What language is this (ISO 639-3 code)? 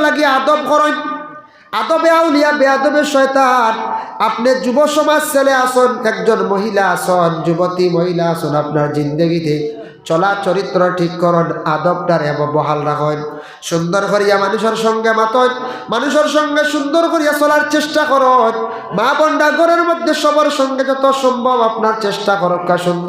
syl